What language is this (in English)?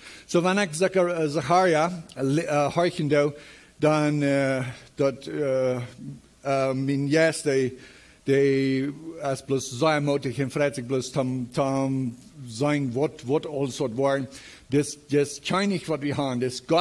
Plautdietsch